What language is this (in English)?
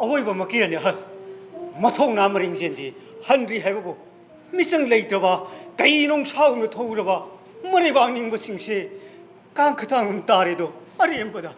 Manipuri